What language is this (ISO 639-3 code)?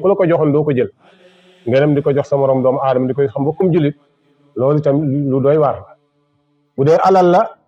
wol